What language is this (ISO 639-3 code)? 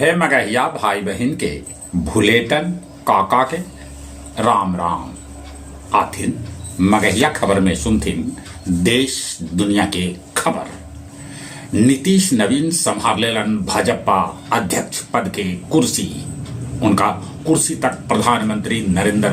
mag